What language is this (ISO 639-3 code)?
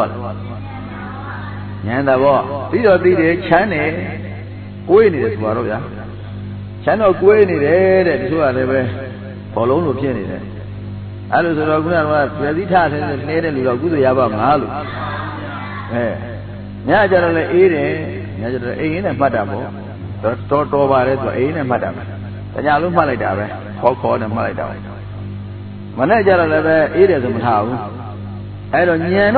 mya